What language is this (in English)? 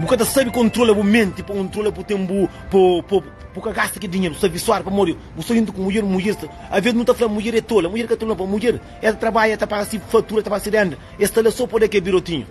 Kabuverdianu